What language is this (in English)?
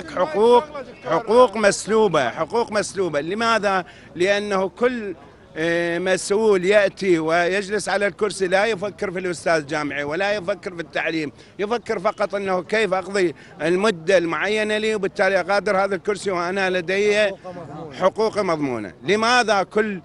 Mesopotamian Arabic